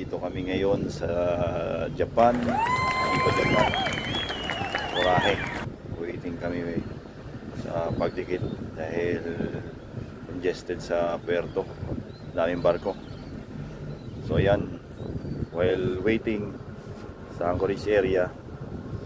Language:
Filipino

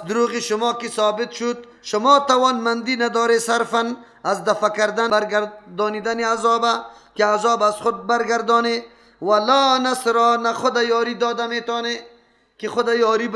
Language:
Persian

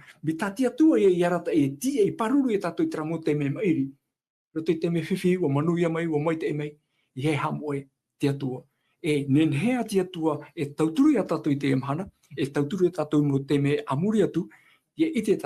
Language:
Tahitian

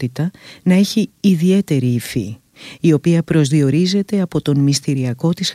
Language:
Greek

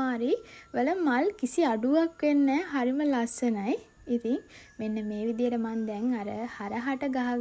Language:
Sinhala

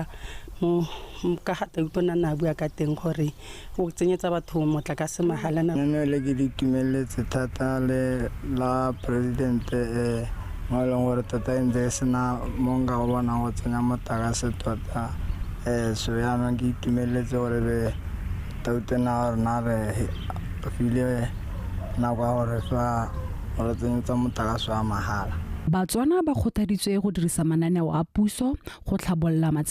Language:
Tswana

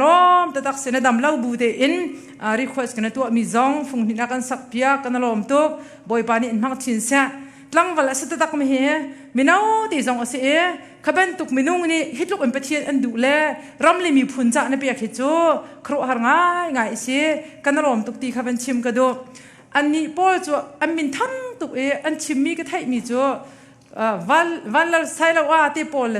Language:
Hakha Chin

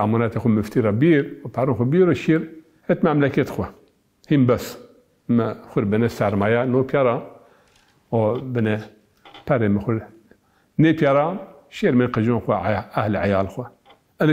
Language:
Zaza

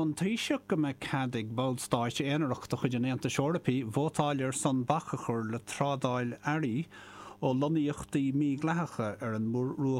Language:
Irish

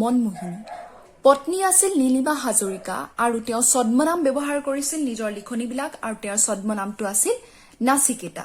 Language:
Assamese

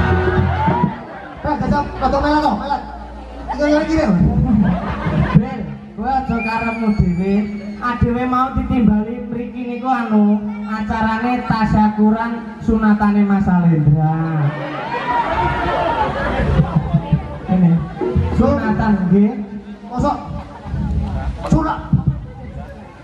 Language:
Javanese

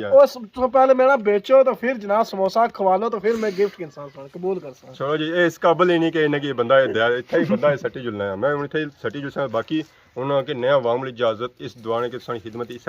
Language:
Pahari-Potwari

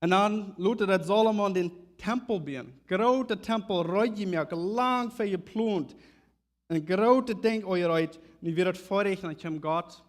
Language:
Plautdietsch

